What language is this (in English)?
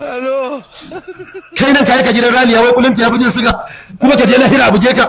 Hausa